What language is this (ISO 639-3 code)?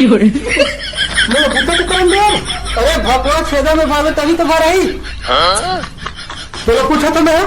hne